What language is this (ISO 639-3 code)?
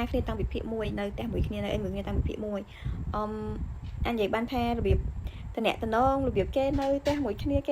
khm